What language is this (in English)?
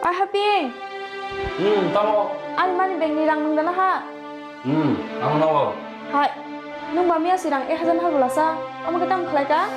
Kok Borok